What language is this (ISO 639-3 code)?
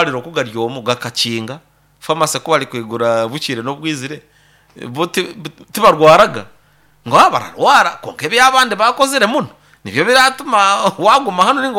nyo